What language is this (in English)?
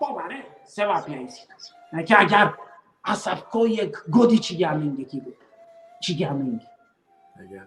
Balkan Romani